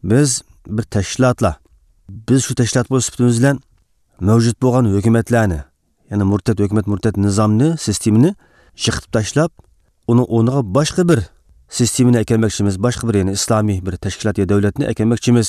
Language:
Uyghur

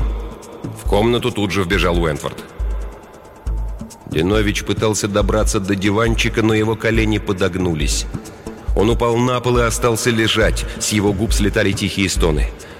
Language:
Russian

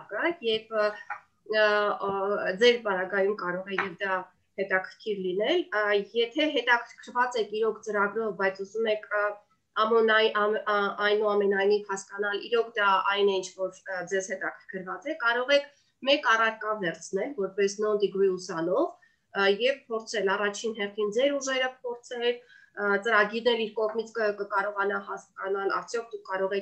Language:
Armenian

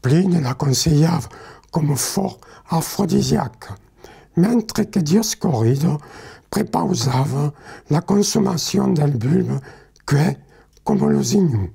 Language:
Occitan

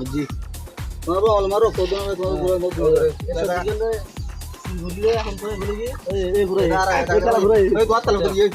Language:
Rohingya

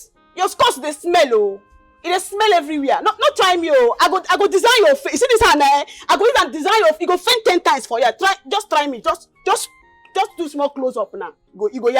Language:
Nigerian Pidgin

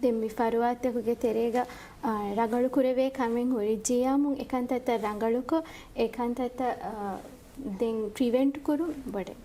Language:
Divehi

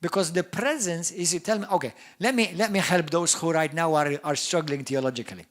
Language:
English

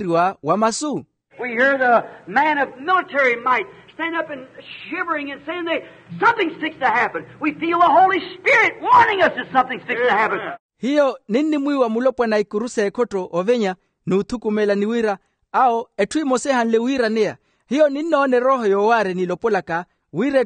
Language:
Makhuwa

